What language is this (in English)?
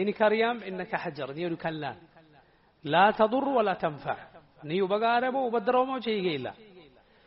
Malayalam